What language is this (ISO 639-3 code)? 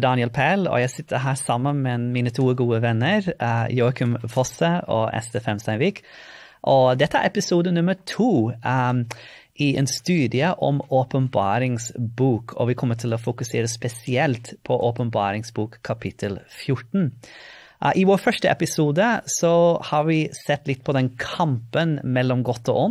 nor